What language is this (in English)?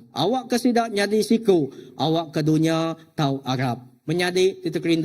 Iban